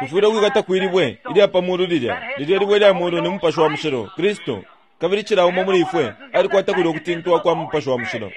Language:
Bemba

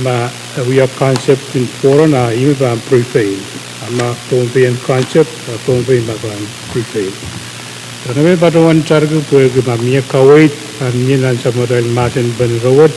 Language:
Pohnpeian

